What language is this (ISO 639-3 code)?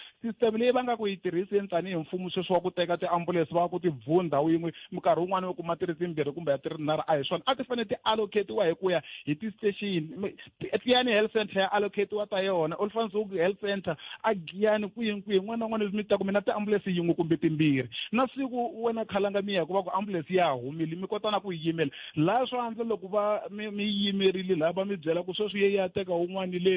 tso